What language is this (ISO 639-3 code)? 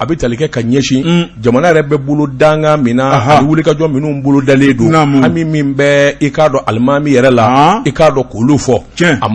bam